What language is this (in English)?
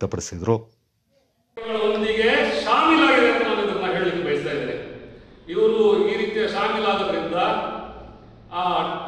Kannada